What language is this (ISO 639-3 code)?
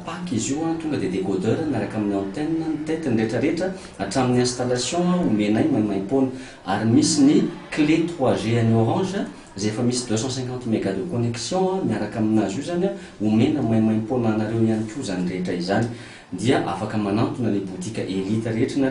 mlg